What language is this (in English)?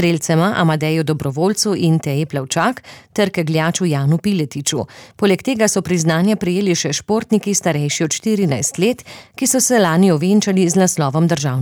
Slovenian